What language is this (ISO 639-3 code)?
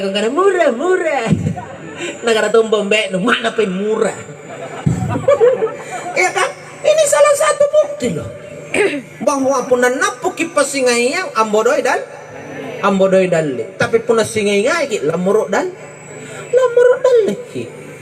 mak